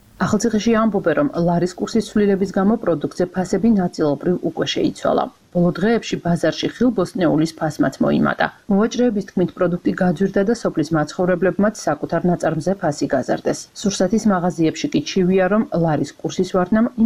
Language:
Georgian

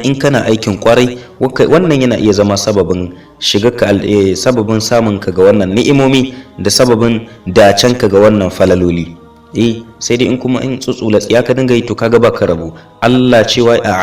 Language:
Hausa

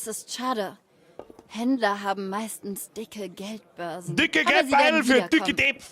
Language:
Bavarian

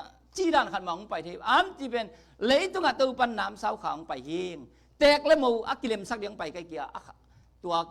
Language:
Tedim Chin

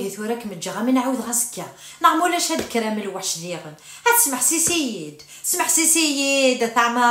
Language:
Kabyle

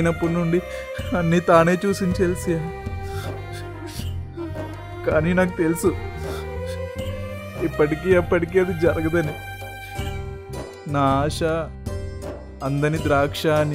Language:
Telugu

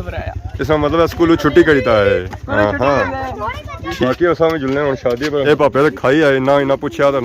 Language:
Pahari-Potwari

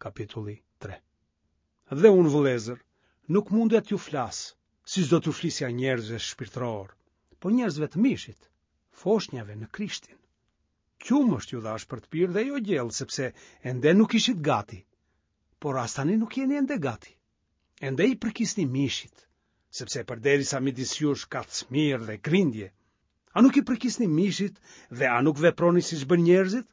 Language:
Albanian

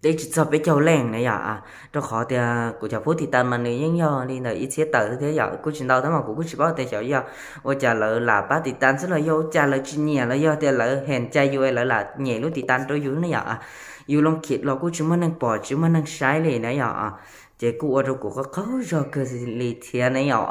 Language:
Hmong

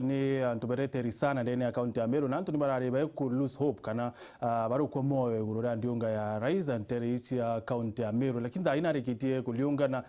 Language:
Meru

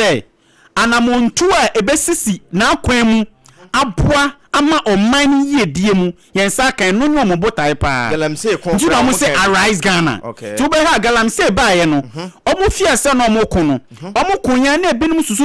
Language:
Akan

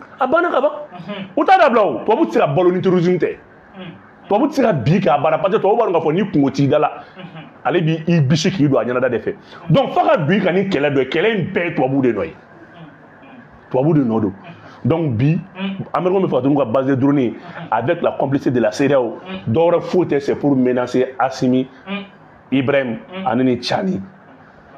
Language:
Bambara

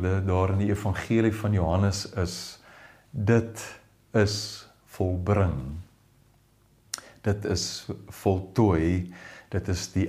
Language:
Afrikaans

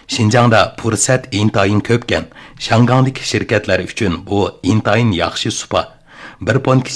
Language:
Uyghur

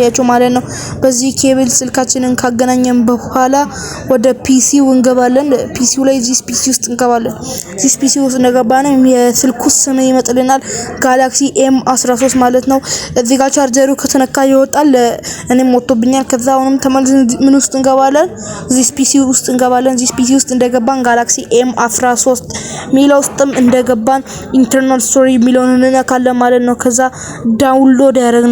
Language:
Amharic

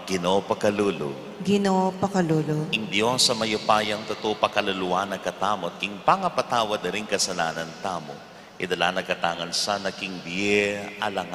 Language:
Pampanga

